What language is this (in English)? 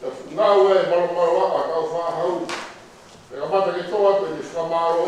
Tongan